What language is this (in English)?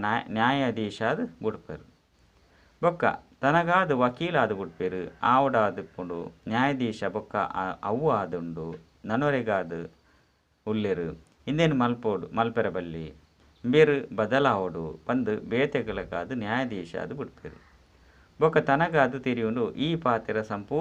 Tulu